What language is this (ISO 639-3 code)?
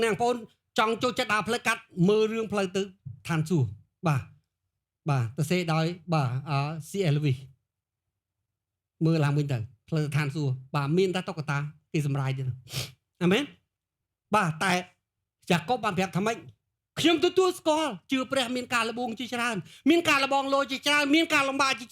khm